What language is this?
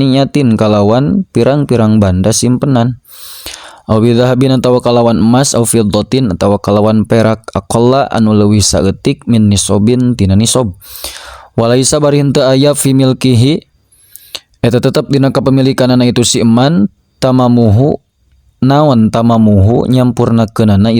Sundanese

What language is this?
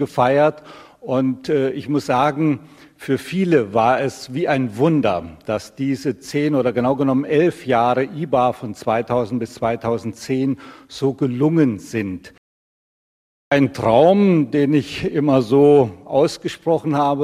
German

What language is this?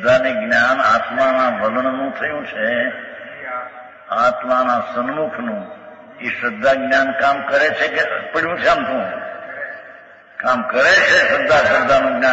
Gujarati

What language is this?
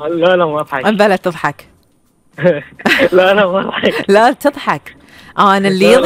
Gulf Arabic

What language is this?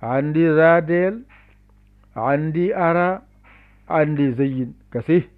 Fula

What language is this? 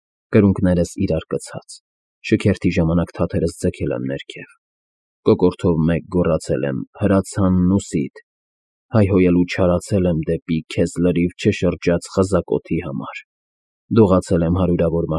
Armenian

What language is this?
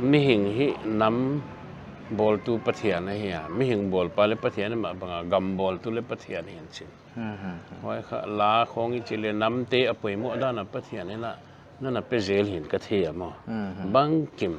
Paite Chin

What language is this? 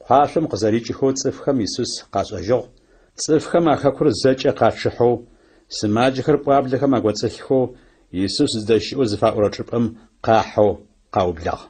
Adyghe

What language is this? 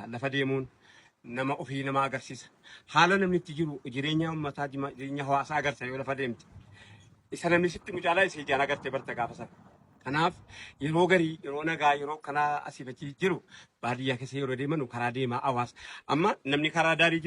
Oromo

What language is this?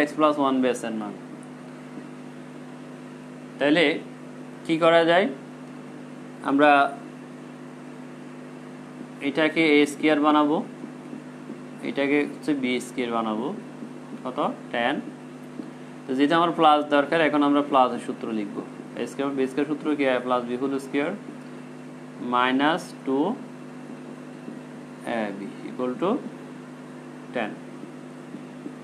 Bangla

